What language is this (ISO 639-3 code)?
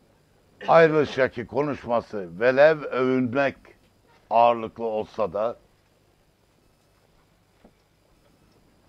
tur